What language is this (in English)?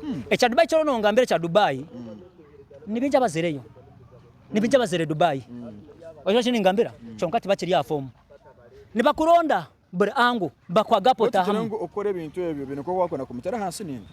Nyankole